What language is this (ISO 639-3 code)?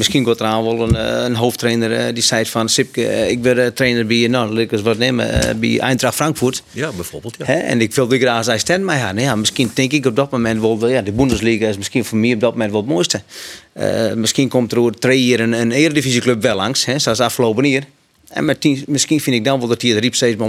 fry